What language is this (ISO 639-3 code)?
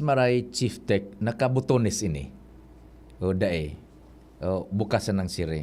bik